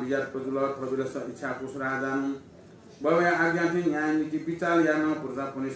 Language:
Newari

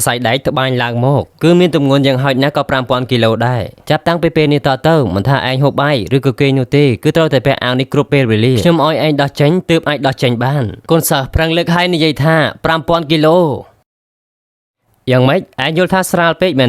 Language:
Khmer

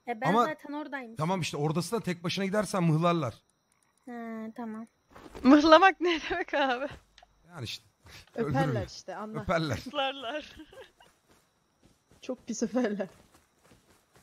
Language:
Turkish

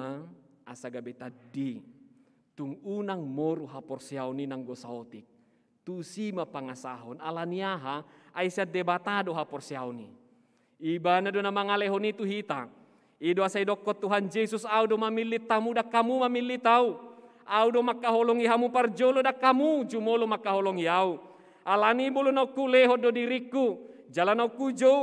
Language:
Batak Toba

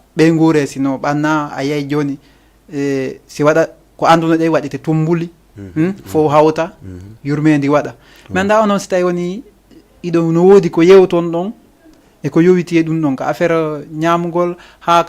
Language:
Fula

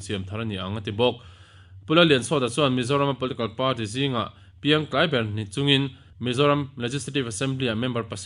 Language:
Mizo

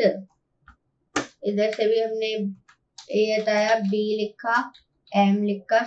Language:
Hindi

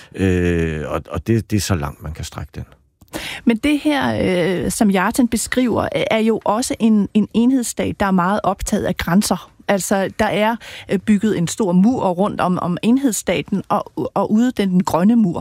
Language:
Danish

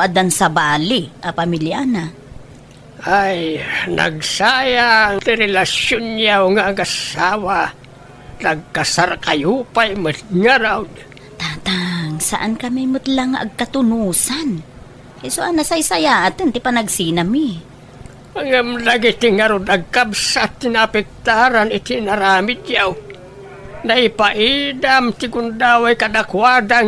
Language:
Iloko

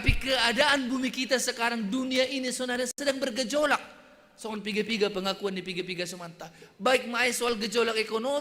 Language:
Batak Simalungun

